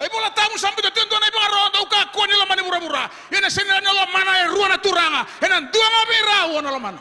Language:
Fijian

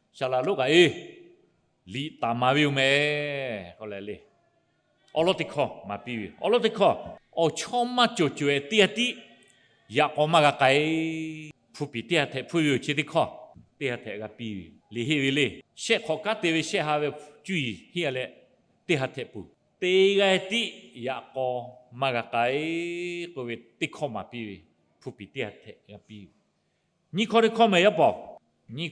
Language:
Lahu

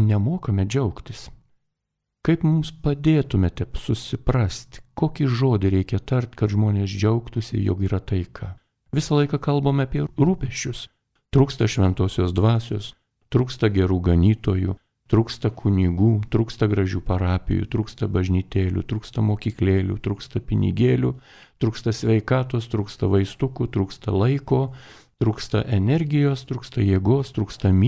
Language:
Lithuanian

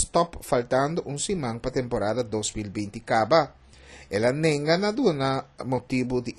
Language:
Papiamento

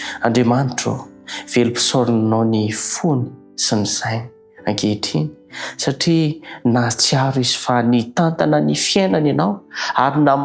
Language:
Malagasy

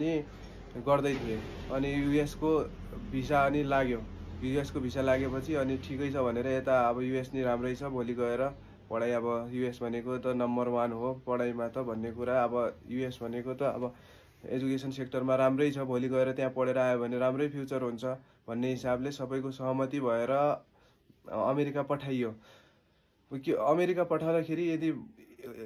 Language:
Nepali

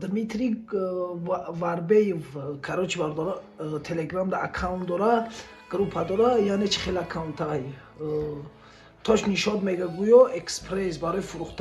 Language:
Tajik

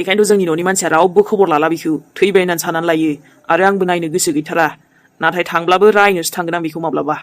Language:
Bodo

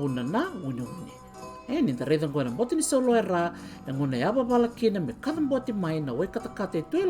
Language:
Fijian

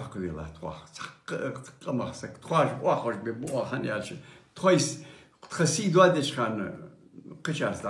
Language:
Ingush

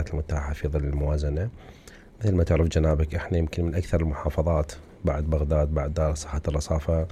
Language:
Mesopotamian Arabic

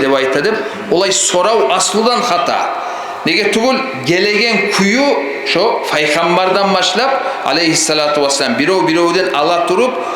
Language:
Kumyk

